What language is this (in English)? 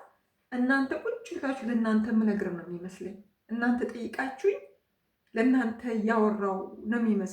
Amharic